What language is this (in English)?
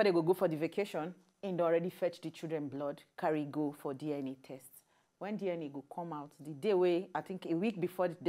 Nigerian Pidgin